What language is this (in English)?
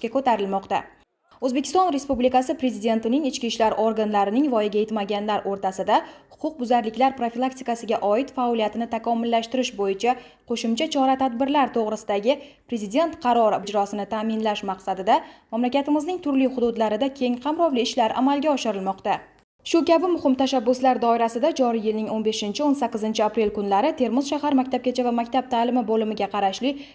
Uzbek